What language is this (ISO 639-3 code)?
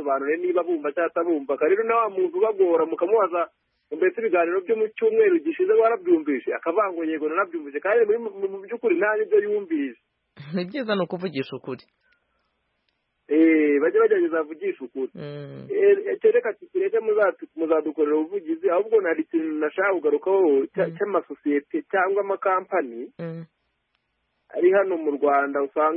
kin